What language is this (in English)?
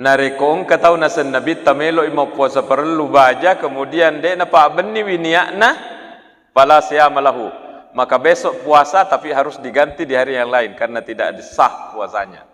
Buginese